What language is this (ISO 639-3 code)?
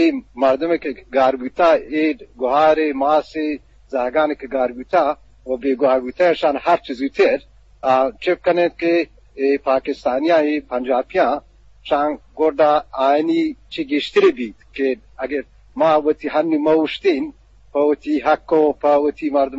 bgp